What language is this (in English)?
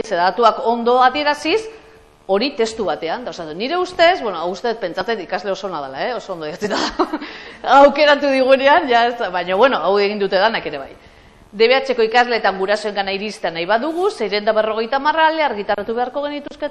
Basque